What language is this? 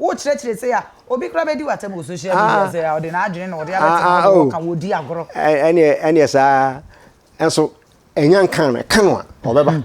Akan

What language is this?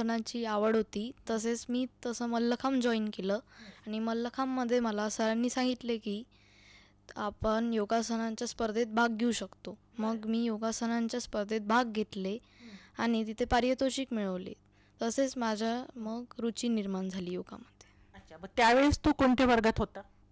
Marathi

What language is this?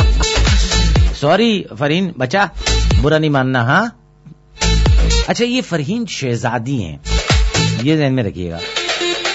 Urdu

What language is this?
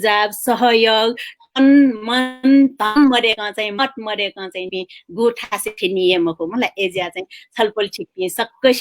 Newari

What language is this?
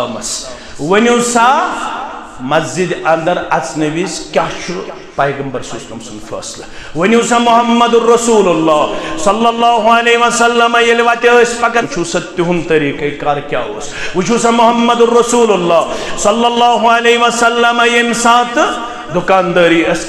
Kashmiri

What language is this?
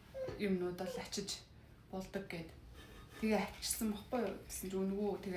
Mongolian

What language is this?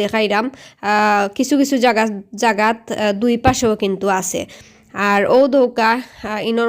Sylheti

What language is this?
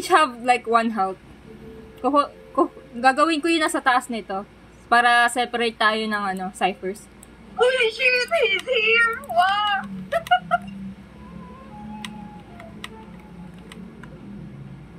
Filipino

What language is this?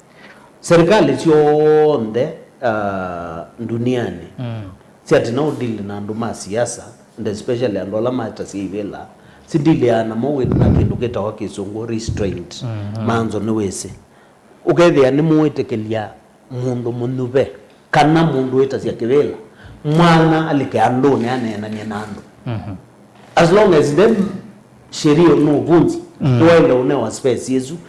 Kamba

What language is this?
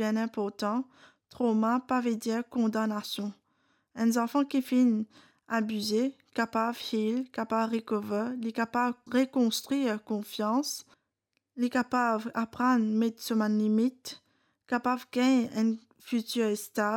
Morisyen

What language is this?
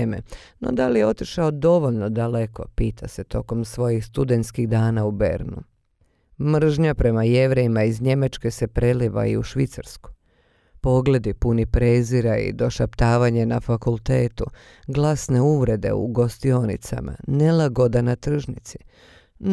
Bosnian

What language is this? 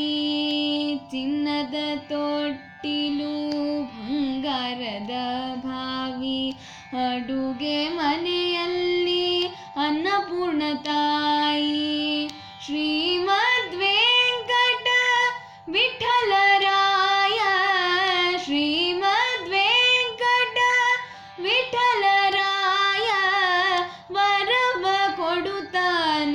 Kannada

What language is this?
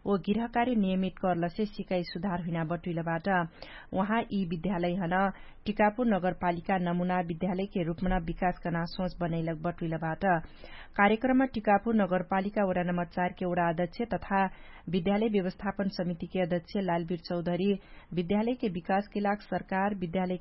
Dangaura Tharu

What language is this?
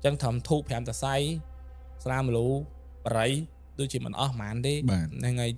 Khmer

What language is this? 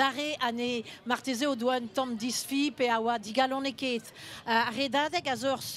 Breton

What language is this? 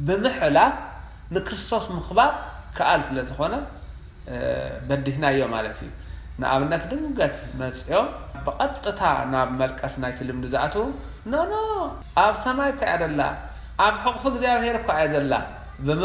Tigrinya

